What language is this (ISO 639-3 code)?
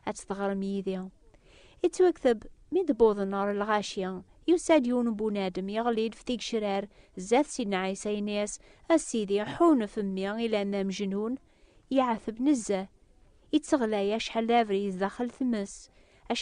kab